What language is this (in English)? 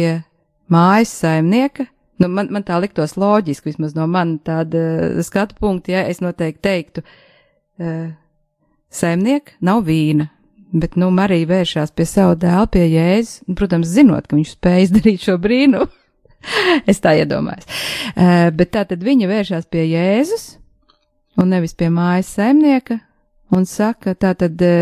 Latvian